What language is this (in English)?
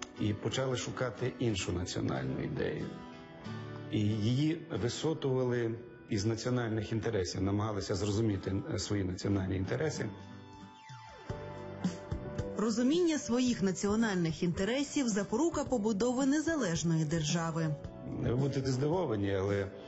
Ukrainian